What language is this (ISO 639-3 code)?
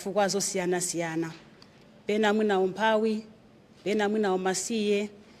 nya